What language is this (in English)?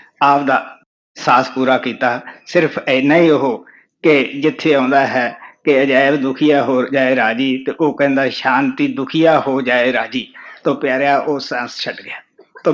Punjabi